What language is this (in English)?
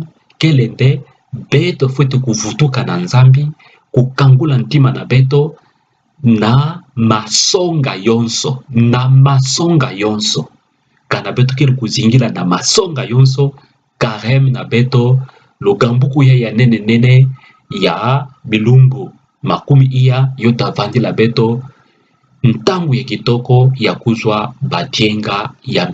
Kituba (Democratic Republic of Congo)